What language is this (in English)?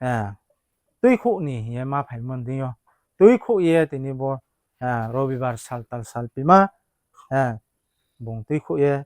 Riang (India)